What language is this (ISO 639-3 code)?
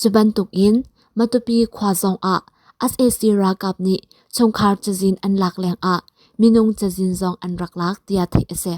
cnh